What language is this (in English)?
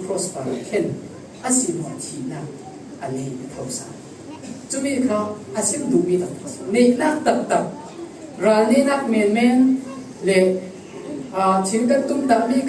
Falam Chin